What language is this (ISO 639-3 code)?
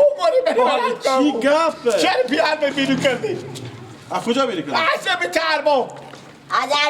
fas